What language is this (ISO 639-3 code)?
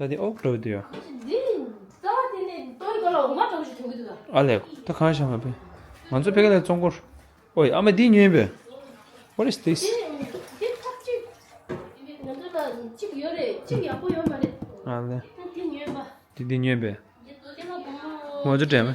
bod